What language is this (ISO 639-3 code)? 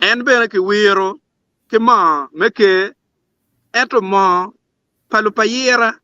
ach